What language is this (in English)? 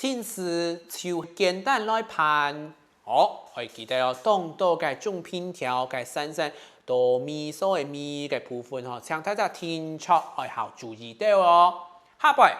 Hakka Chinese